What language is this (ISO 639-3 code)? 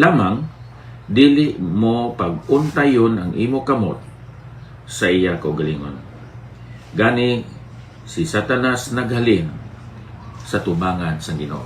hil